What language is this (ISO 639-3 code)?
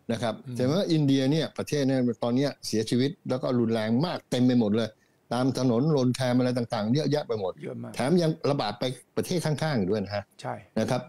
tha